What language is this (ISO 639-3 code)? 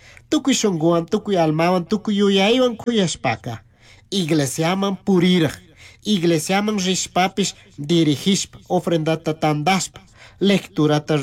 qug